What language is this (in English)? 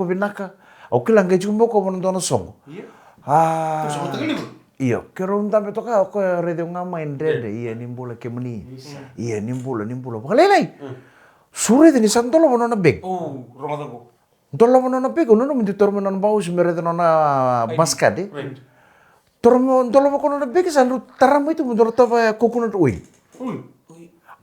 Fijian